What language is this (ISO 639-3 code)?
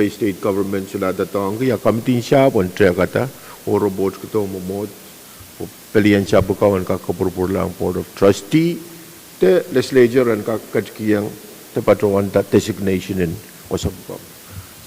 pon